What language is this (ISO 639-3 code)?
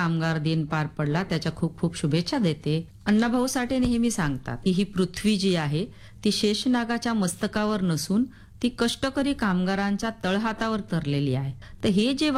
mar